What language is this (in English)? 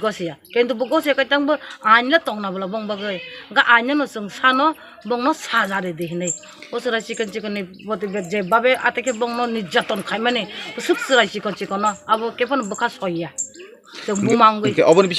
Kok Borok